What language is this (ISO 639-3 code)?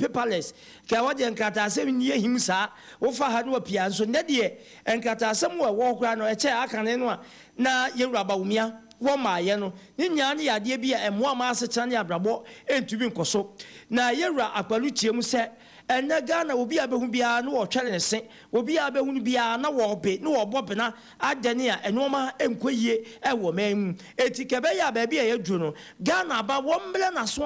aka